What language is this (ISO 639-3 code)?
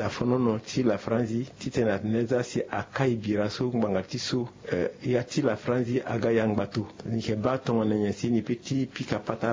sag